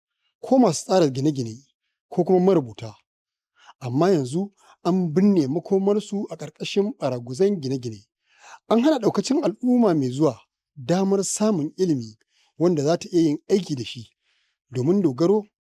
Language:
Hausa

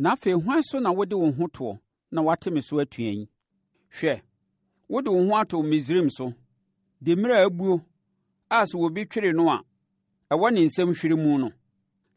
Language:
Akan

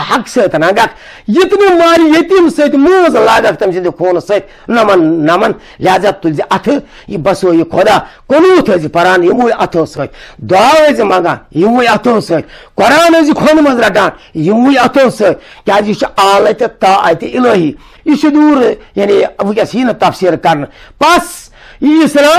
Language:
Kashmiri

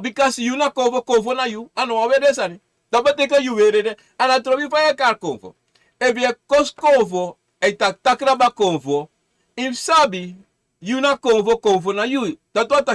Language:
Sranan Tongo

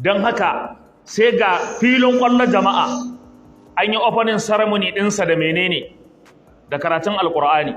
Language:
Hausa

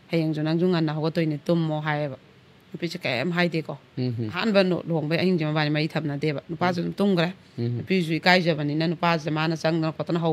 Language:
Manipuri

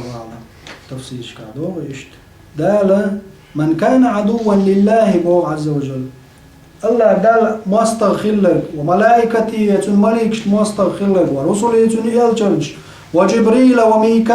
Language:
Chechen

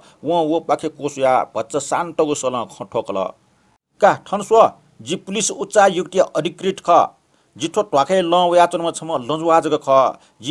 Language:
Newari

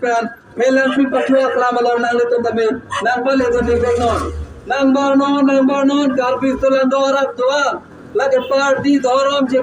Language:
Karbi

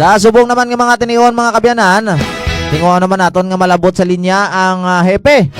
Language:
Hiligaynon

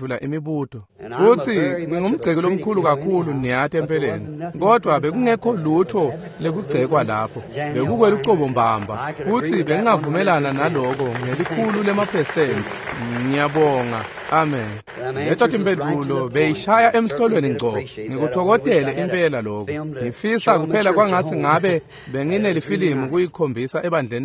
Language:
Swati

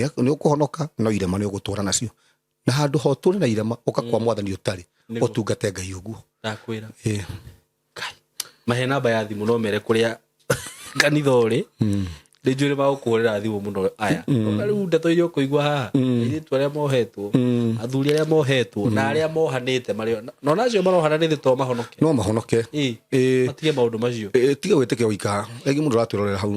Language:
Kikuyu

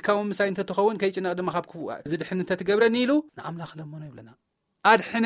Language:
Tigrinya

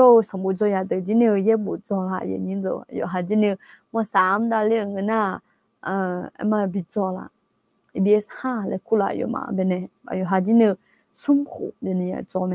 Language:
Akha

